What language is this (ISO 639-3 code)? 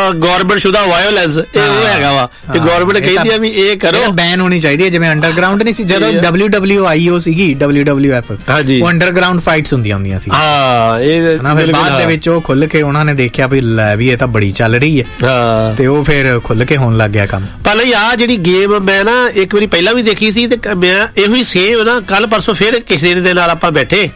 pan